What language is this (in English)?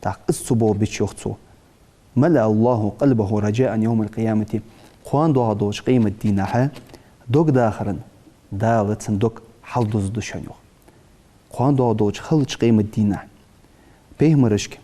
Ingush